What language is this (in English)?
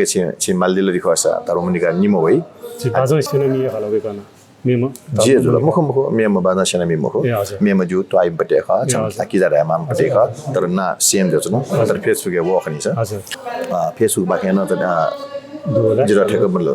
Newari